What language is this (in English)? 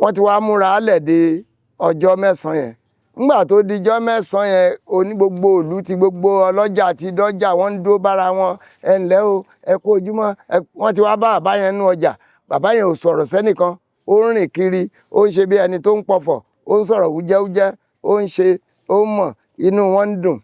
Yoruba